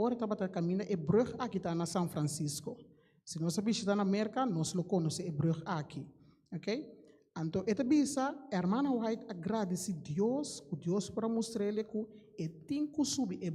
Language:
Papiamento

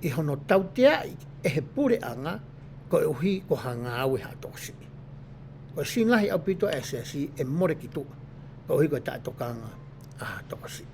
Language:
Tongan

